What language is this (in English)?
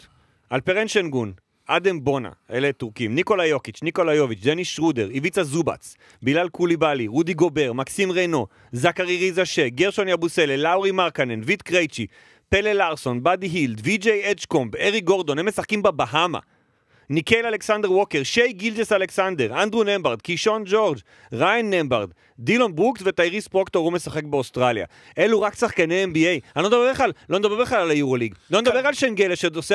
Hebrew